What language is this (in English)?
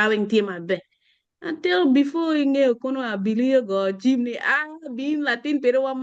Acoli